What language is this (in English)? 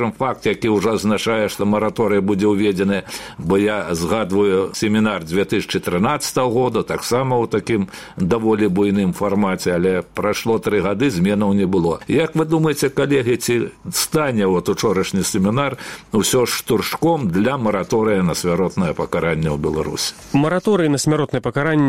Belarusian